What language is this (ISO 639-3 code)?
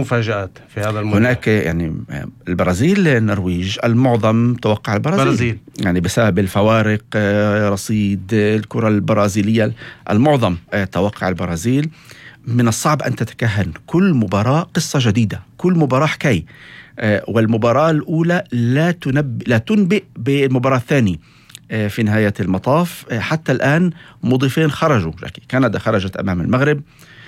apc